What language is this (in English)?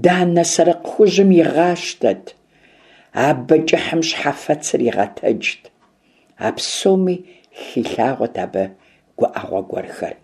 Kabardian